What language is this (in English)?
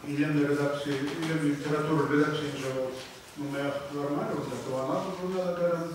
Chuvash